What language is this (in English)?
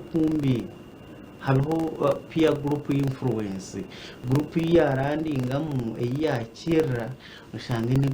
Nyankole